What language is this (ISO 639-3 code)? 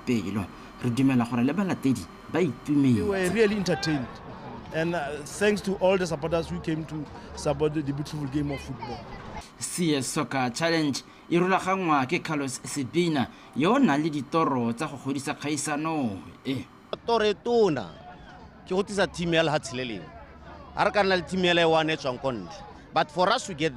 tsn